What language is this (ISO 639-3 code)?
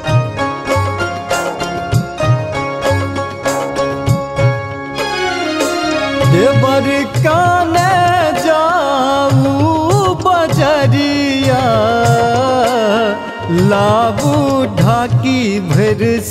mai